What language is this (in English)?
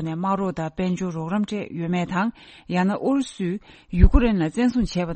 Tibetan